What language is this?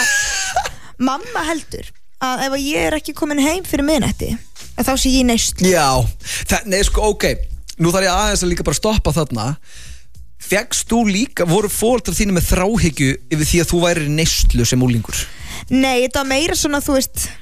Icelandic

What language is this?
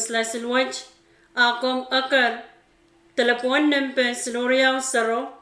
Pohnpeian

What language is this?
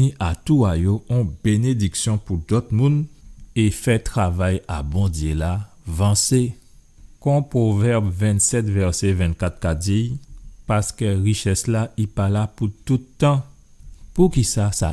Guadeloupean Creole French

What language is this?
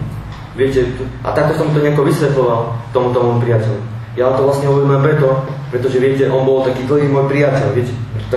Slovak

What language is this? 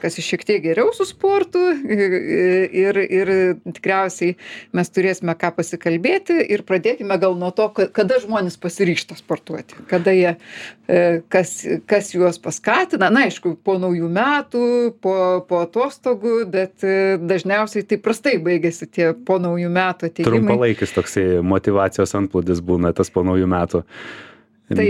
Lithuanian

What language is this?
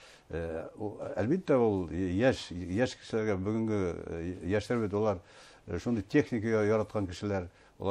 Bashkir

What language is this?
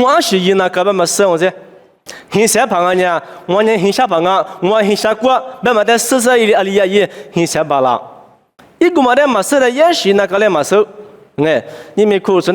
Lisu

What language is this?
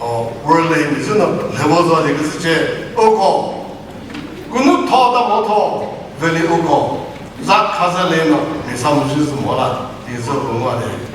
Chokri Naga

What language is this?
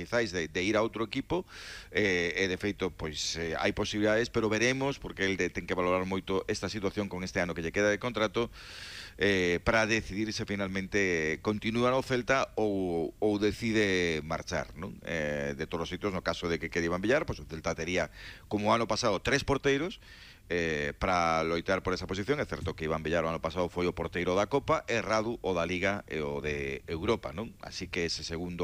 Galician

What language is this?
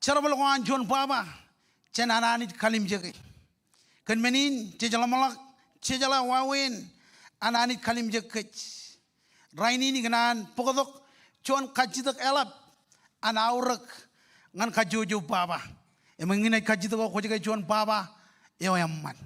Marshallese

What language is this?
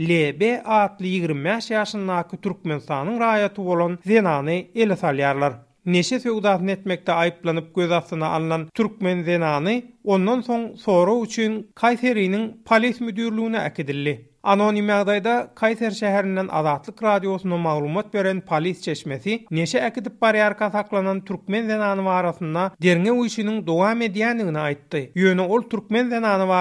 Turkmen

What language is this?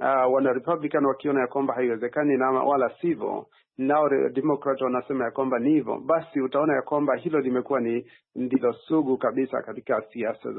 Swahili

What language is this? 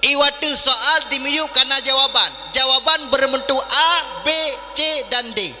Achinese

